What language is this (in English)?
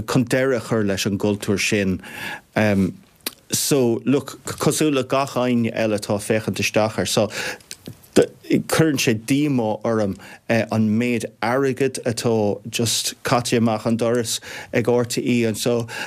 Irish